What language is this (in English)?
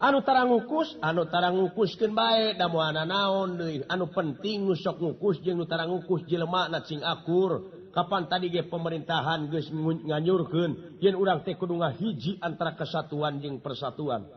Sundanese